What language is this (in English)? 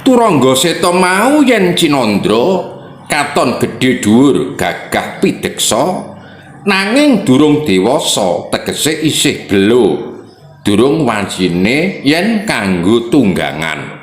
Javanese